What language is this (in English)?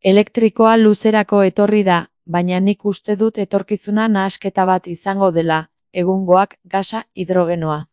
Basque